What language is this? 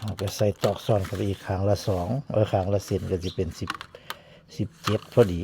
Northeastern Thai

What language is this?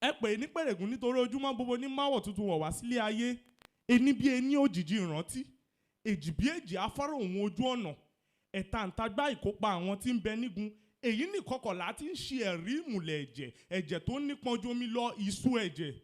Yoruba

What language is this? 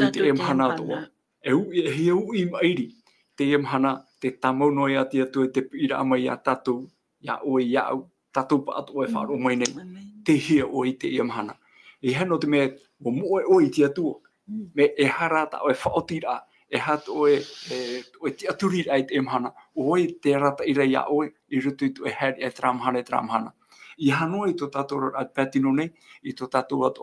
Tahitian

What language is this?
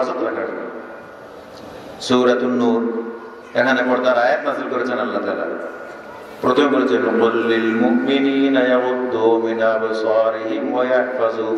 Bangla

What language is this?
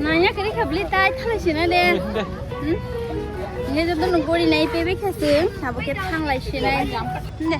Kok Borok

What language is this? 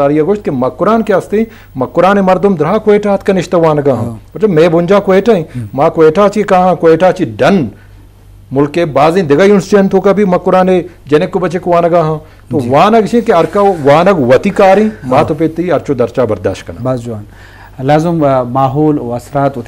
Eastern Balochi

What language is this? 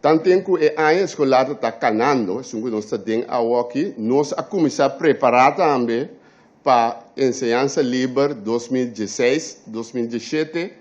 Papiamento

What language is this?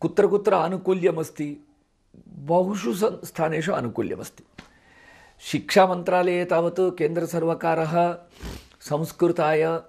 Sanskrit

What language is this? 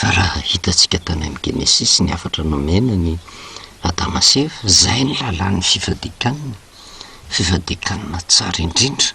Malagasy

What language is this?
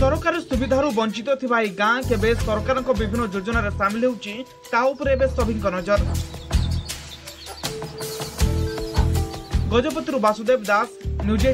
Odia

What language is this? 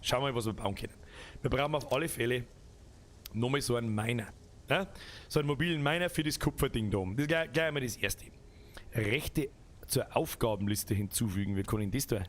Bavarian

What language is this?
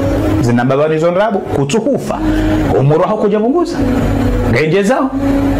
Ngazidja Comorian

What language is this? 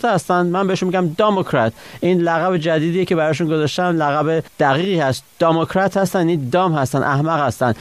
Persian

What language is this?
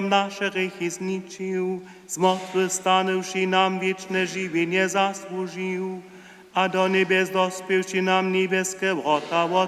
Upper Sorbian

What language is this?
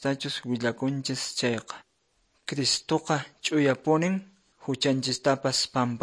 Quechua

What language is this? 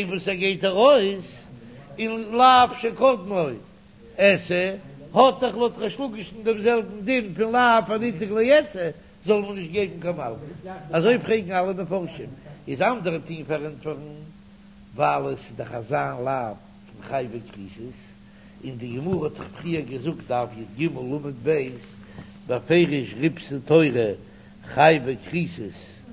Yiddish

